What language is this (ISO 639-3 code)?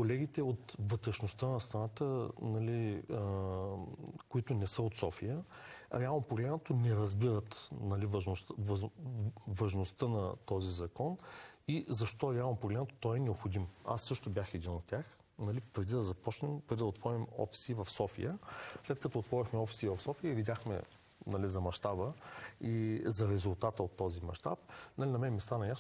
bul